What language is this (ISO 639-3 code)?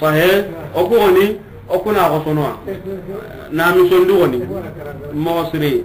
snk